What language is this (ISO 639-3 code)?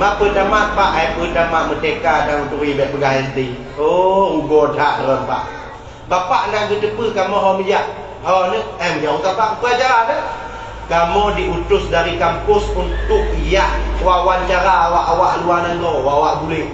ace